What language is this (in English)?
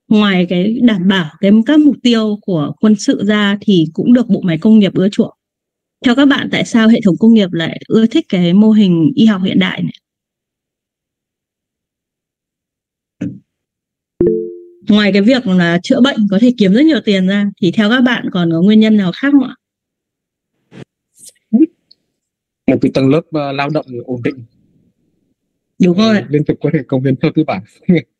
Vietnamese